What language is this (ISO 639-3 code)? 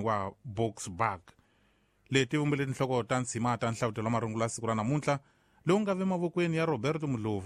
tso